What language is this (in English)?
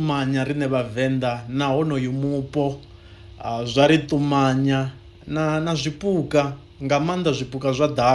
Venda